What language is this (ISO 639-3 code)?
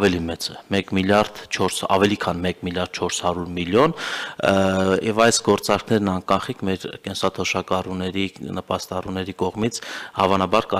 hye